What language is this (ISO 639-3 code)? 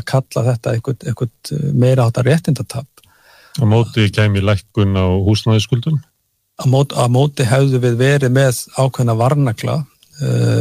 isl